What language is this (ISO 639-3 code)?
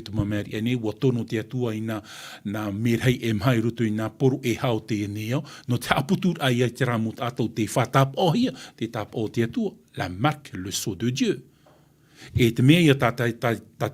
tah